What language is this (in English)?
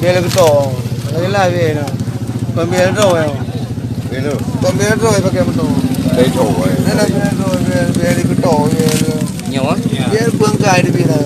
Achinese